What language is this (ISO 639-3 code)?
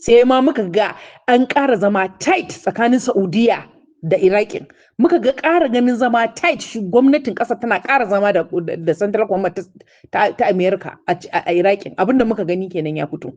hau